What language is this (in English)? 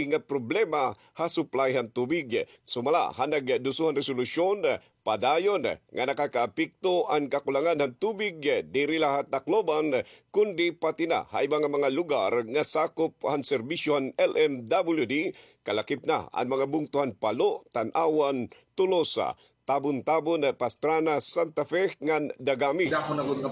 Waray